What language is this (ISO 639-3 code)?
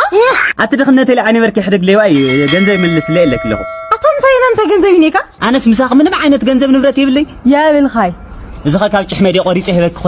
tir